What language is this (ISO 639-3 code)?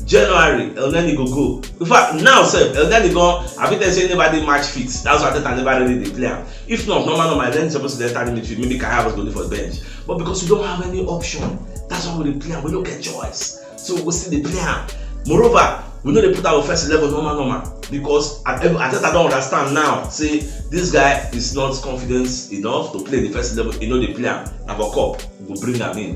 pcm